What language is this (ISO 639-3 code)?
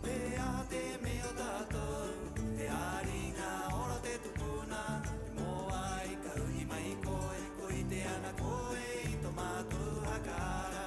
rap